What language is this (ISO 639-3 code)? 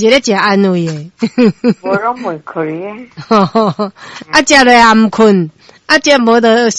nan